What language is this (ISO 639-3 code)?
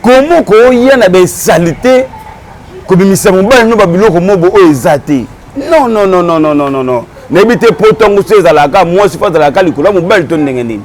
lin